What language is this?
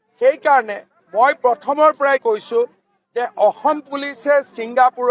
Assamese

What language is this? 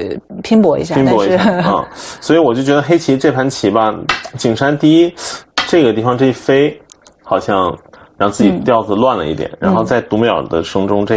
Chinese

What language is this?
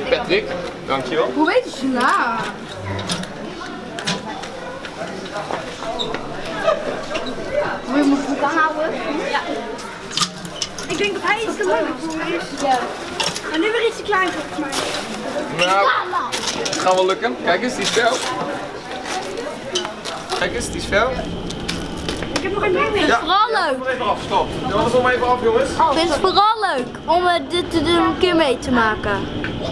Dutch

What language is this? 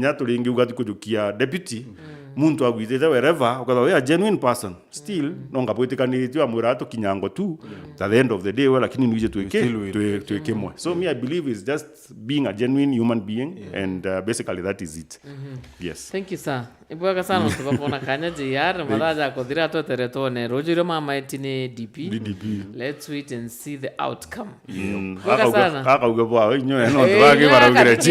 Meru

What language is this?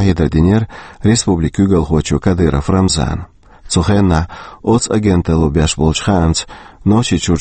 Chechen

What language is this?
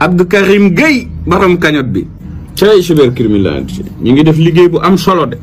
Wolof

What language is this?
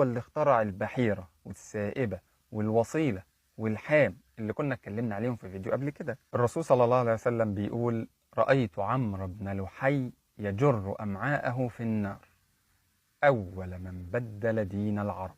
Egyptian Arabic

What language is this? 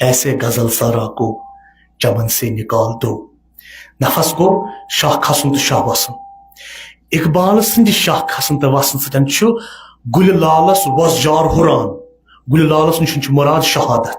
Kashmiri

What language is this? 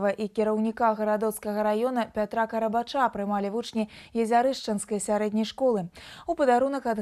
Belarusian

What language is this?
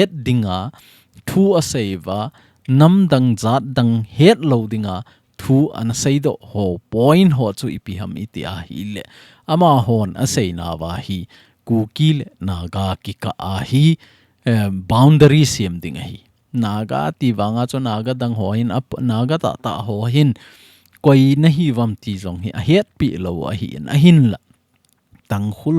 Thado Chin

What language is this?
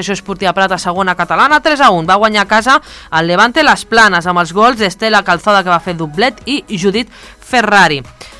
Catalan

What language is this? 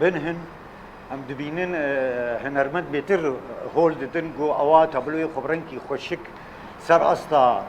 Kurdish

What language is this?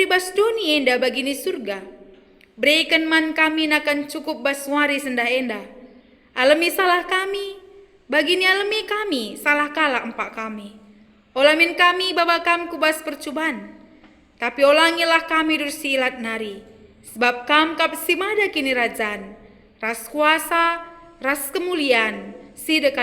Batak Karo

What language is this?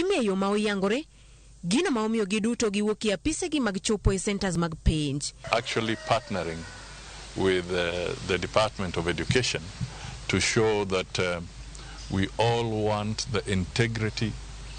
Luo (Kenya and Tanzania)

